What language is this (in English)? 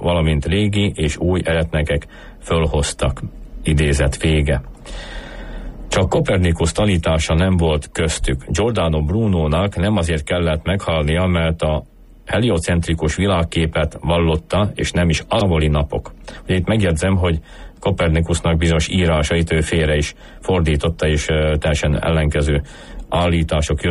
Hungarian